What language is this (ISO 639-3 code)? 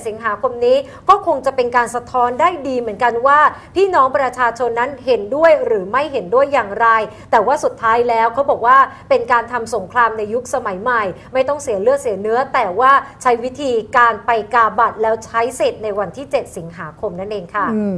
tha